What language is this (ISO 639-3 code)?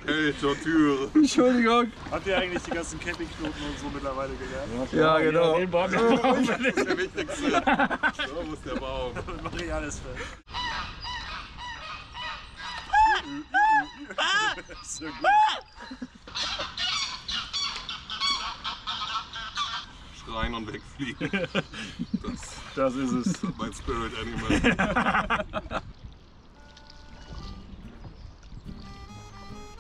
deu